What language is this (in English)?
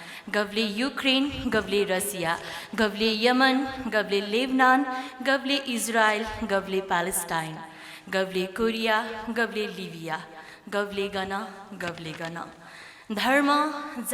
Newari